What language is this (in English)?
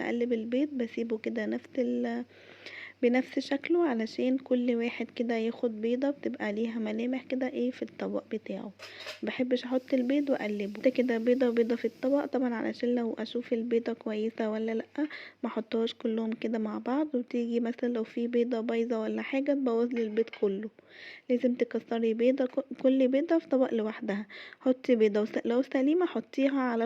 Egyptian Arabic